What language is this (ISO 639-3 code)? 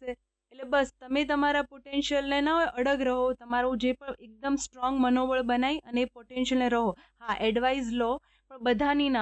guj